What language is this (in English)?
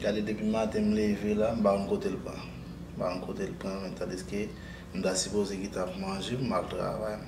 Haitian Creole